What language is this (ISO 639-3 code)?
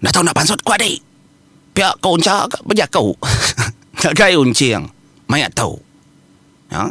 iba